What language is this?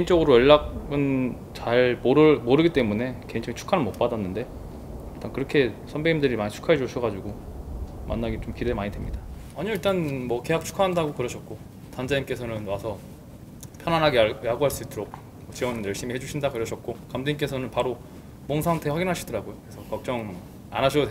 Korean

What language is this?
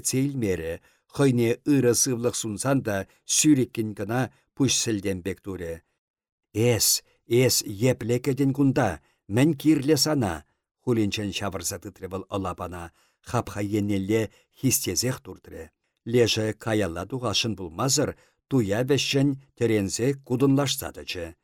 Chuvash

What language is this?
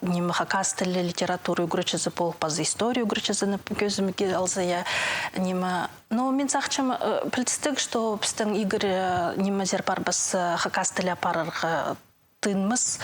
Khakas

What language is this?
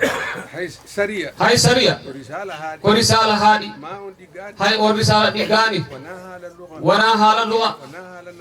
Fula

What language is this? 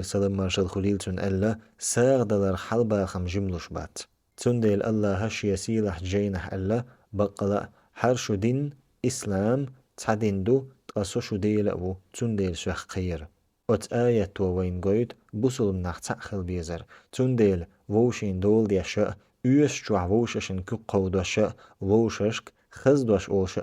Chechen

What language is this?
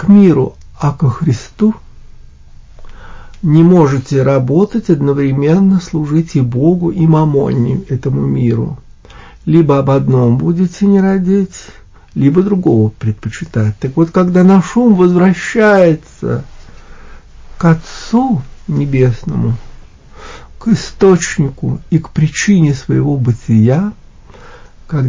Russian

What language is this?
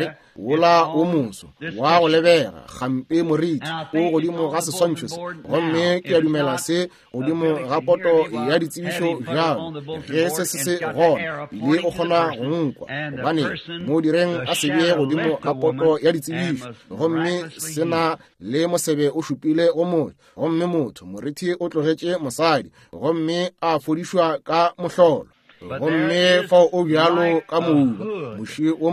Northern Sotho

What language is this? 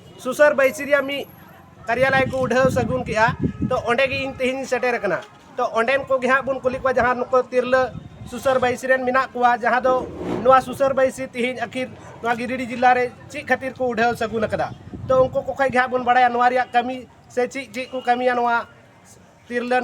Santali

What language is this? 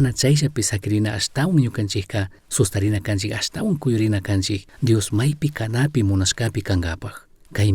Chimborazo Highland Quichua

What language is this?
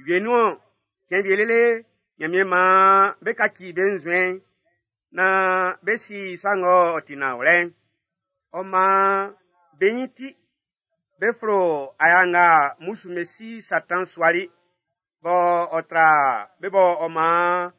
Baoulé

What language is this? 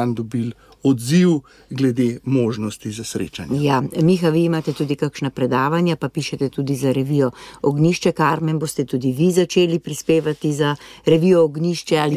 Slovenian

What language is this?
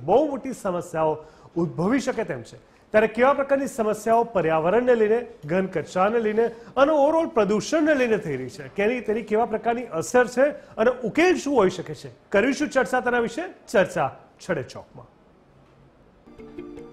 Gujarati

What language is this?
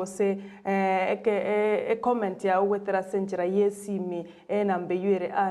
Gusii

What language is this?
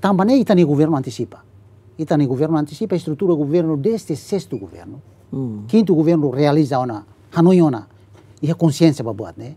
Tetum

